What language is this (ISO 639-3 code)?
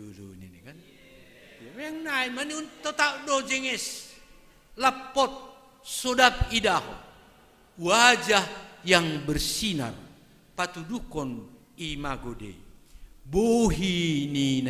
bts